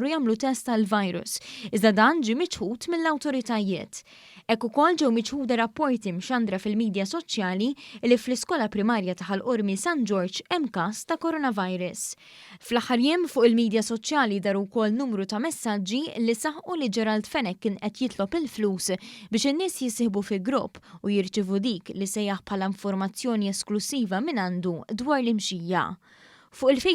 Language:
Maltese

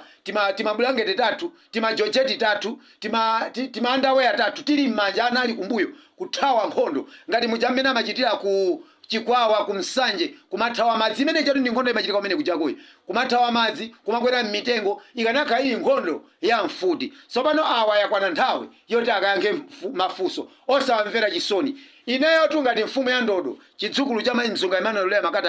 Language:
Nyanja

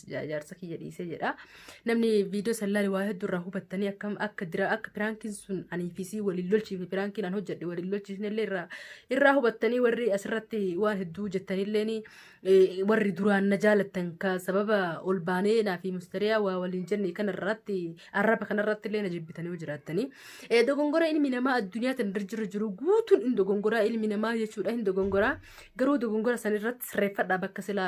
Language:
Oromo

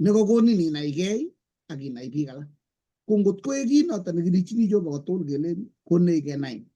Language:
Kalenjin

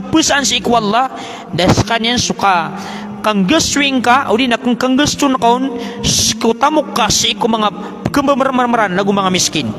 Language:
Maranao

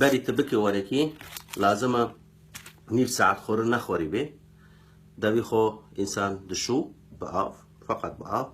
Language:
Kurdish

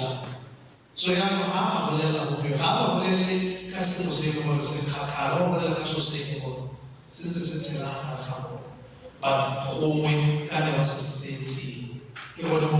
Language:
Tswana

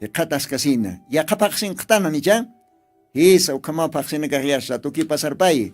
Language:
Aymara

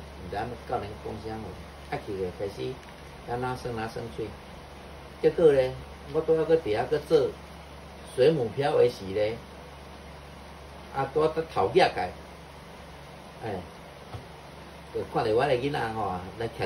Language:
Min Nan Chinese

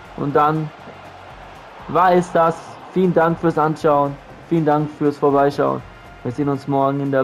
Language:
German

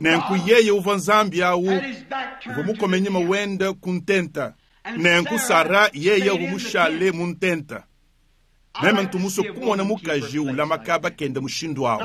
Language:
Luba-Lulua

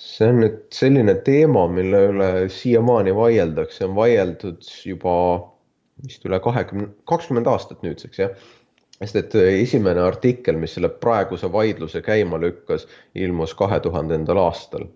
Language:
Estonian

